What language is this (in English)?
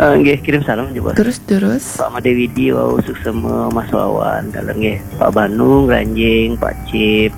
Balinese